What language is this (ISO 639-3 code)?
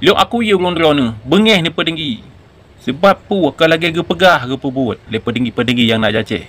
ace